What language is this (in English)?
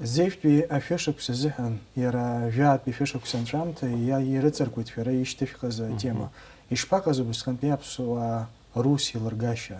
Abkhazian